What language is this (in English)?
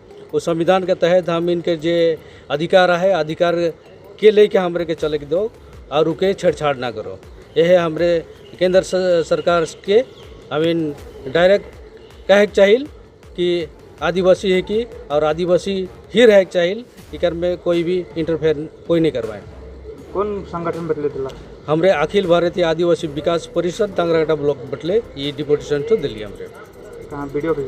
Sadri